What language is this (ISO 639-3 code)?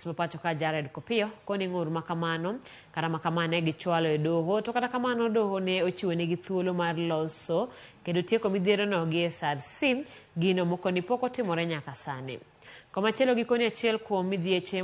luo